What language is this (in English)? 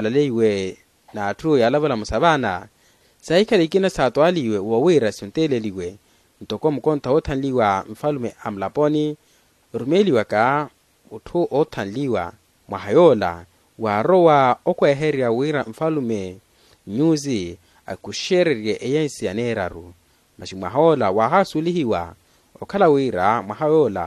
Makhuwa